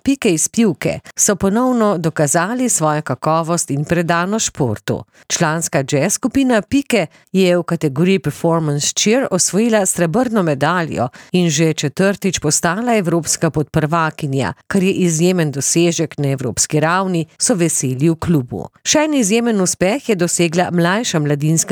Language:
Slovenian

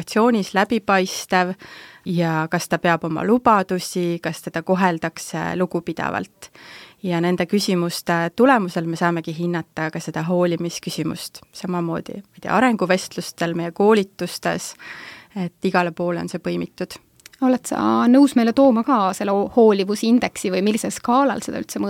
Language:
Estonian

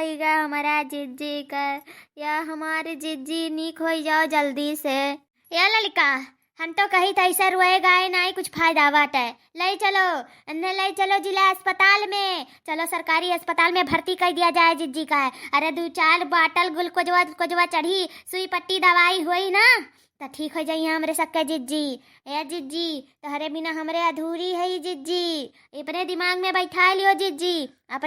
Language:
Awadhi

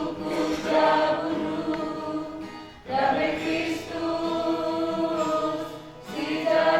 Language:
Batak Karo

